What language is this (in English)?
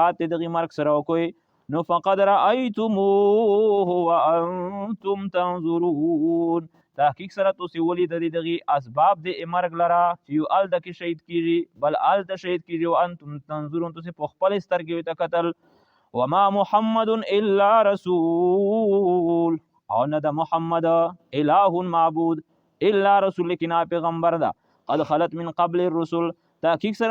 Pashto